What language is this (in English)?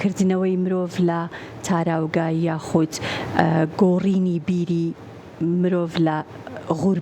Central Kurdish